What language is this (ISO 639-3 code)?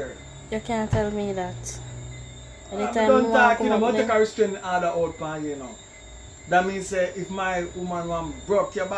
jam